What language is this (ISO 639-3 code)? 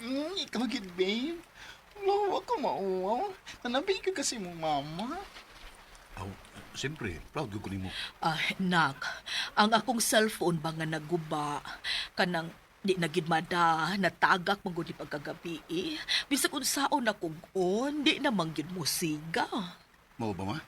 ceb